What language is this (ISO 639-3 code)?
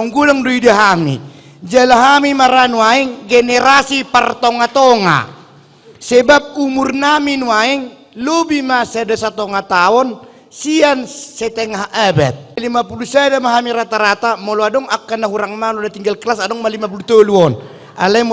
bbc